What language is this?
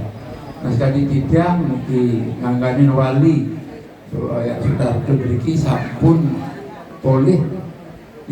Balinese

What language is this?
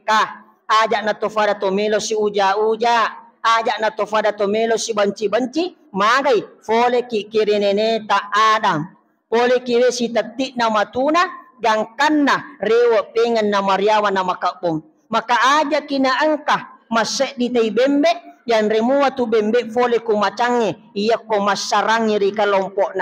Buginese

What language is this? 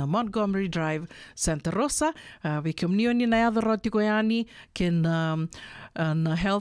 Fijian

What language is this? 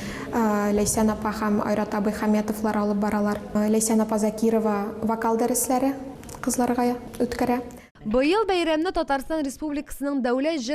Tatar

